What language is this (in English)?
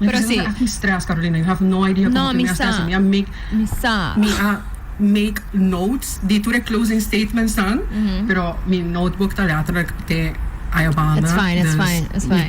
Papiamento